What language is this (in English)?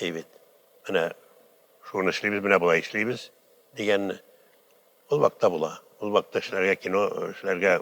Tatar